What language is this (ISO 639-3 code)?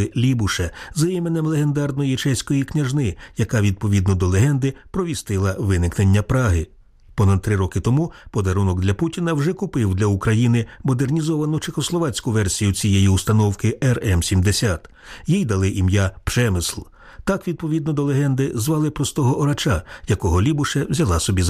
ukr